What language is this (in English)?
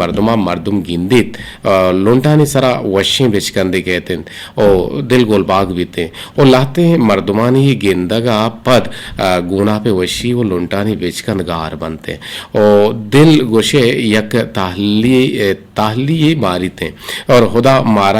Eastern Balochi